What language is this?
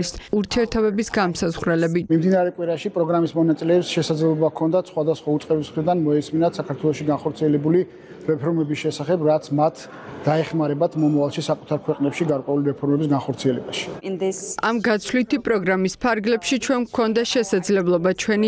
Georgian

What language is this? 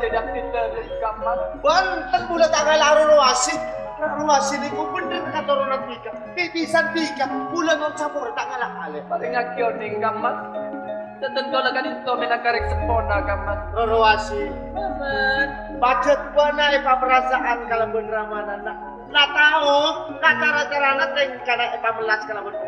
Madurese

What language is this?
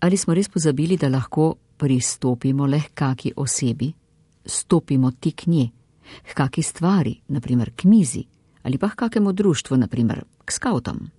Slovenian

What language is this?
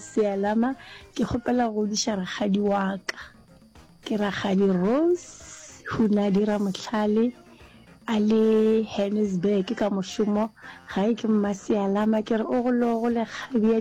Northern Sotho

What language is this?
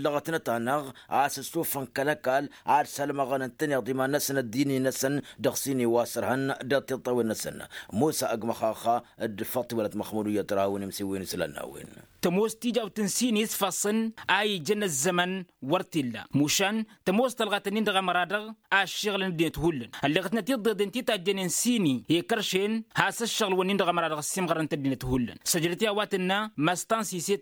Tamasheq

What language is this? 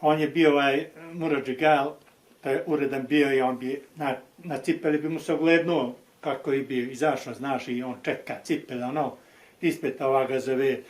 Bosnian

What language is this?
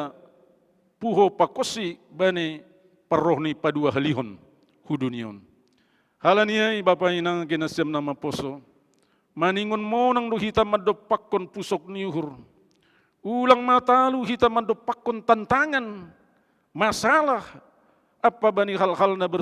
Batak Simalungun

